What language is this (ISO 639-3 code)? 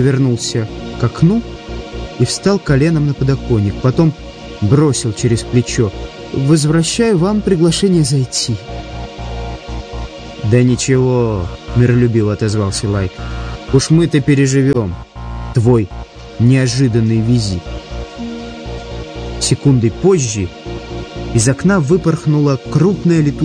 rus